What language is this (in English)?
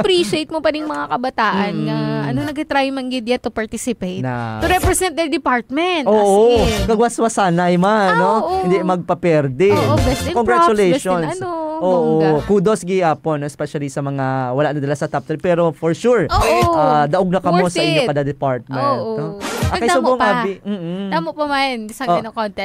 Hiligaynon